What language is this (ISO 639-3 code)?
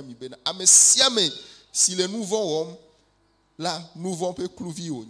ewe